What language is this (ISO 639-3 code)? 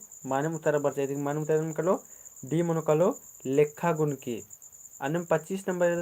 kru